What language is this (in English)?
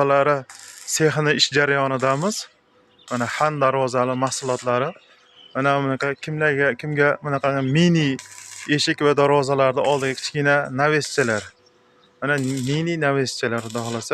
Uzbek